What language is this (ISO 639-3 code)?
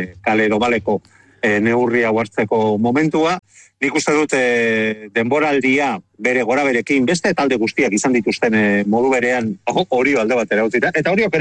eus